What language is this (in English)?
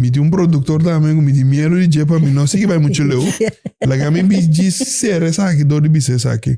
Papiamento